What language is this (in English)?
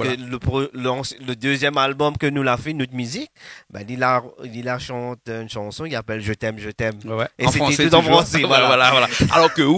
Réunion Creole French